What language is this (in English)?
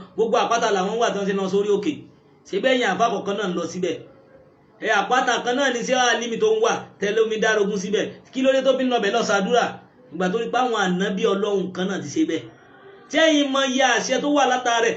Yoruba